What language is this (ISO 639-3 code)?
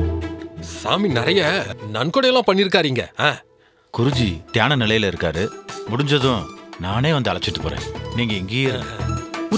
tam